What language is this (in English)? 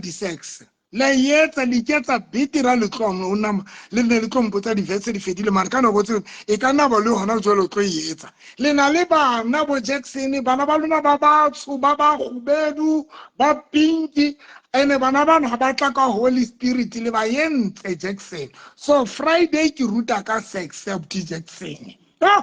Southern Sotho